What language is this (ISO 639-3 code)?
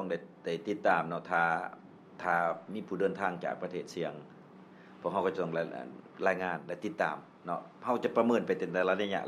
lao